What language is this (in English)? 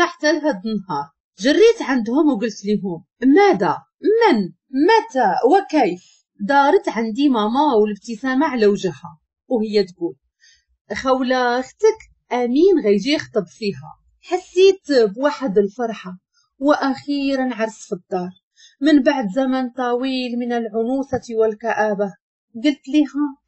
Moroccan Arabic